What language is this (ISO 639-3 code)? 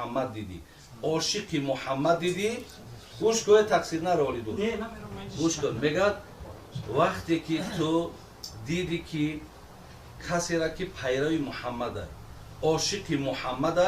tgk